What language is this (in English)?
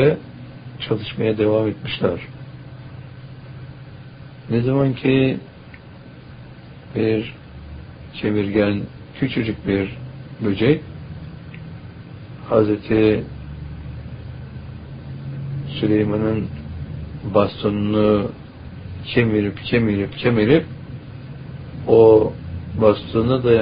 Turkish